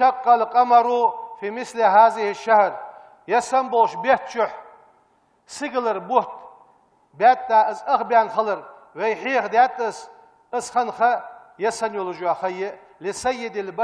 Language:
Ingush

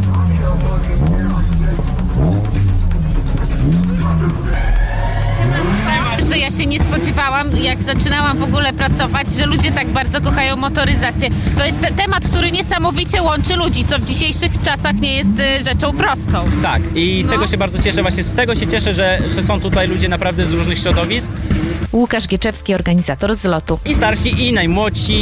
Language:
Polish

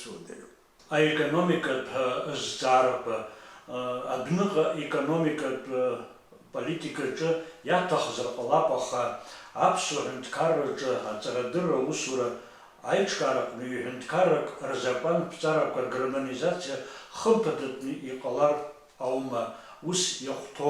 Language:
Abkhazian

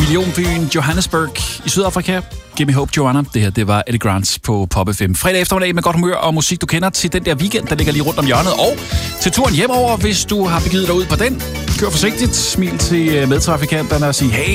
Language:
Danish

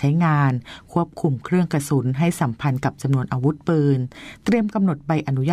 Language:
Thai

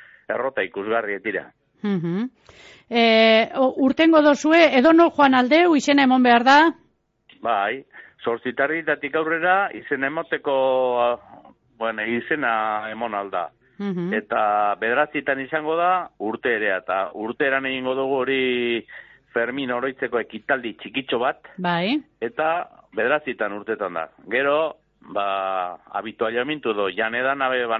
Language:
Basque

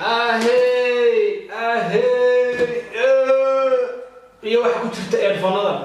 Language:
Somali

